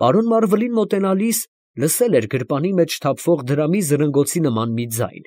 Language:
Armenian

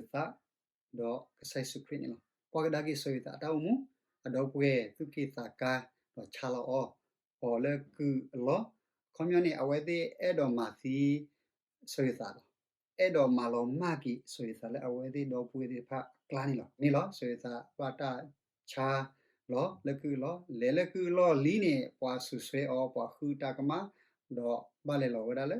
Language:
S'gaw Karen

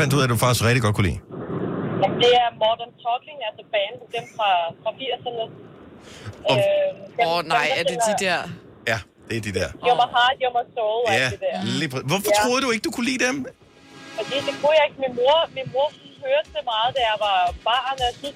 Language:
Danish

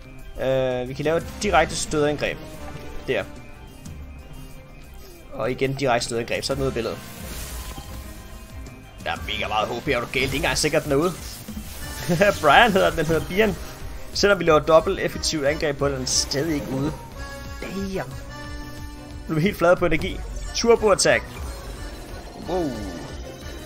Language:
Danish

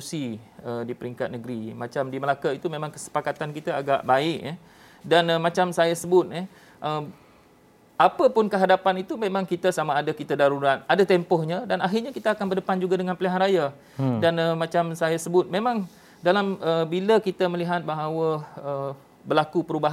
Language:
Malay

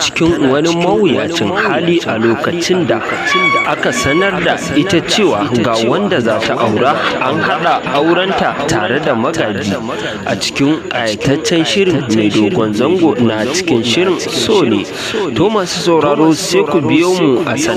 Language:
Hausa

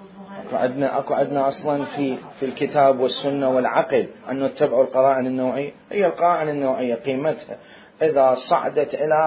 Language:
Mesopotamian Arabic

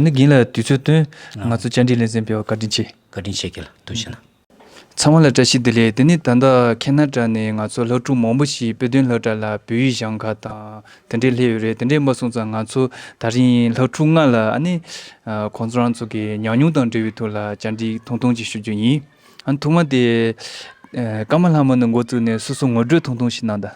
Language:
Tibetan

